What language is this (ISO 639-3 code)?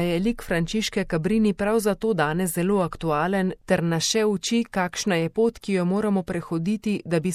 slv